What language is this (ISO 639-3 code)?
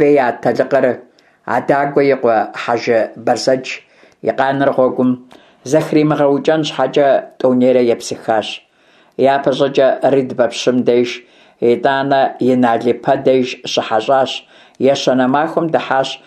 kbd